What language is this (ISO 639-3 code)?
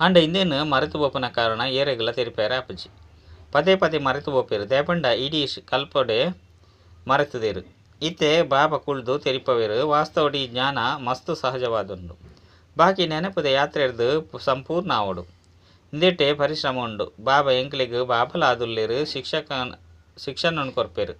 tcy